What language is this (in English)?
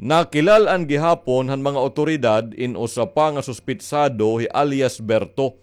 Waray